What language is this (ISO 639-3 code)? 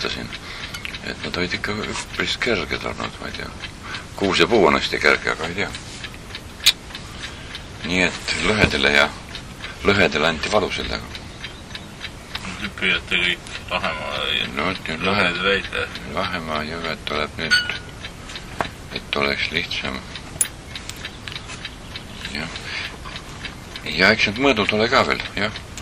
est